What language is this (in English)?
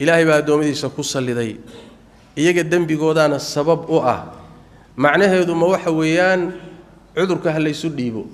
Somali